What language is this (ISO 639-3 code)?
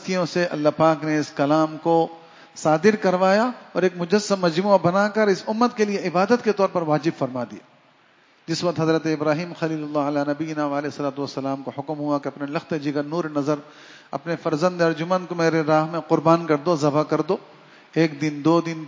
urd